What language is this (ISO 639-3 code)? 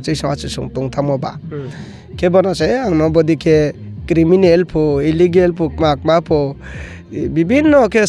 ria